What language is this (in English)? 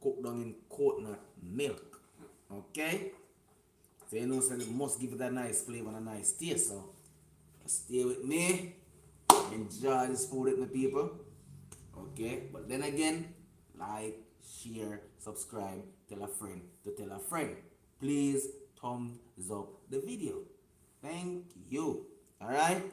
Jamaican Creole English